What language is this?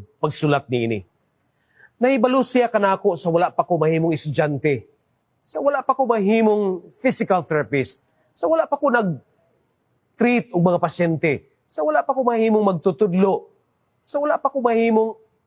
Cebuano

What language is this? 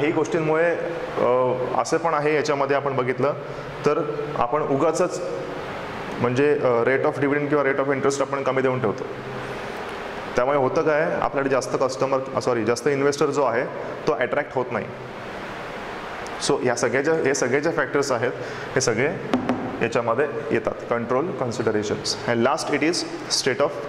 Marathi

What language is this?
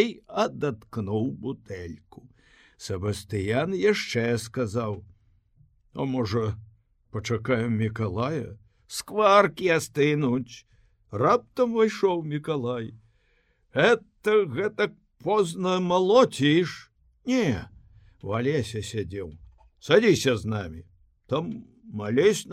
Belarusian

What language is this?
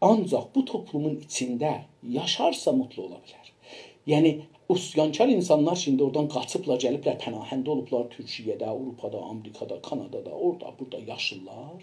South Azerbaijani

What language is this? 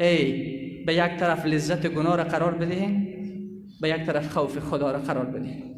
Persian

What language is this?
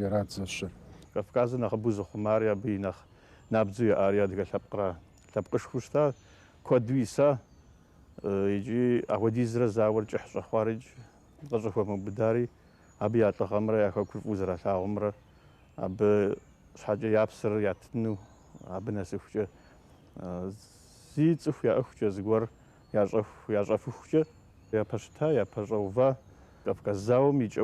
Kabardian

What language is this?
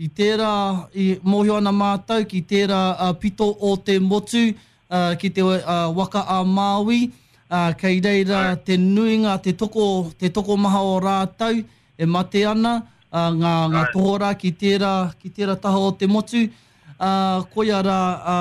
Māori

